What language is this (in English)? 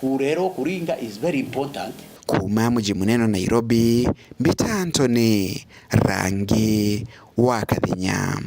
Meru